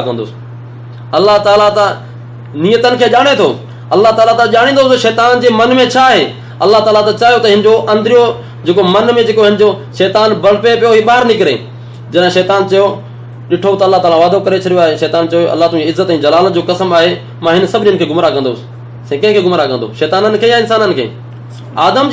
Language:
Sindhi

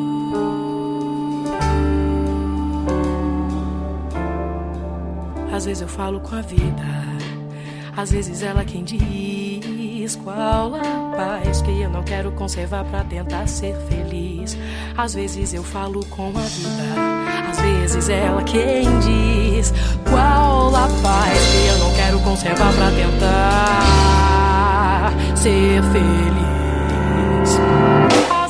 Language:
Portuguese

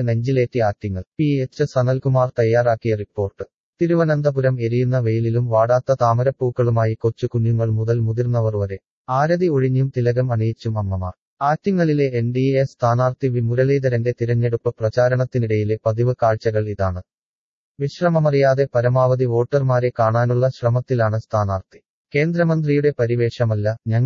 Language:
Malayalam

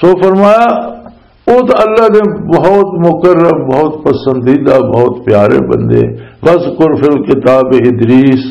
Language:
Western Panjabi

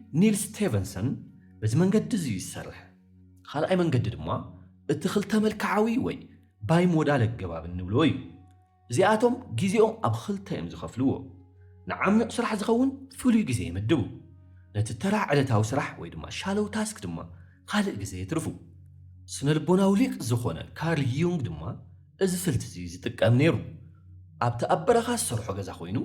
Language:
Tigrinya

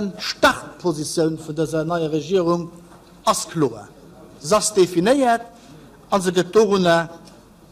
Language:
Luxembourgish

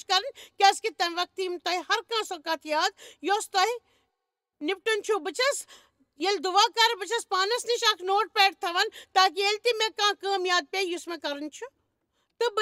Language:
Kashmiri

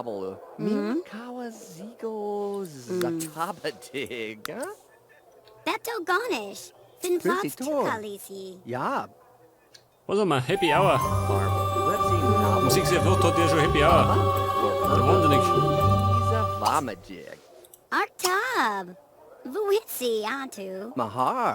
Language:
Bavarian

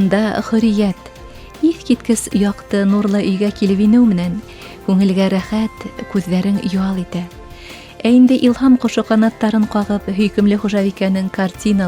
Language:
Bashkir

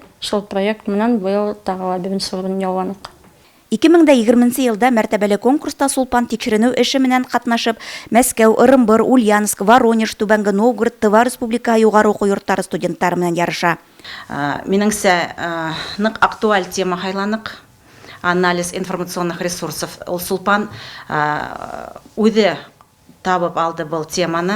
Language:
Bashkir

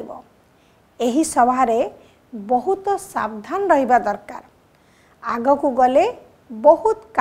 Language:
Odia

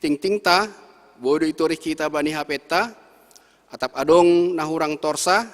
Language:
Batak Simalungun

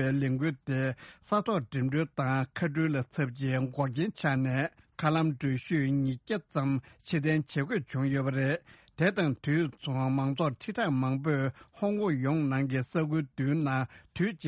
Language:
Tibetan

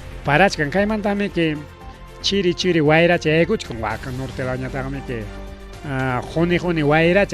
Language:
Ayacucho Quechua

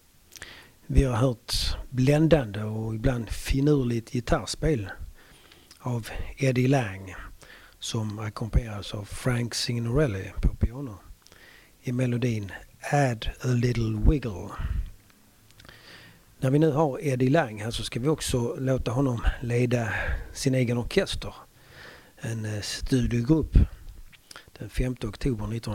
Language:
Swedish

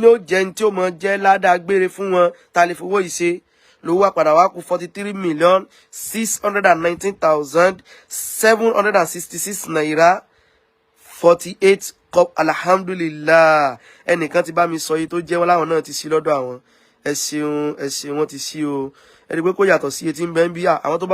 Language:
Yoruba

